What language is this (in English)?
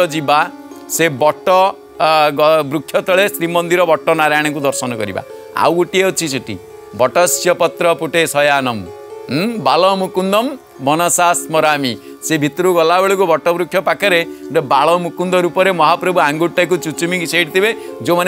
Odia